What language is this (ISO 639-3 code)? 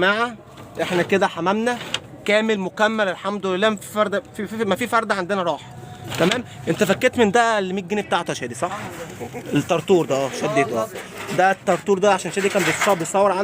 arz